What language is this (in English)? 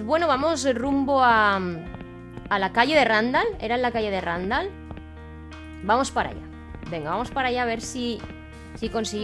Spanish